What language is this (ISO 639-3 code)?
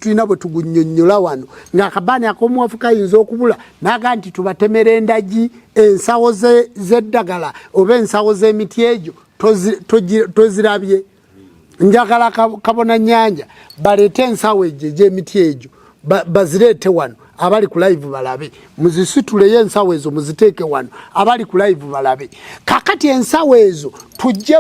lug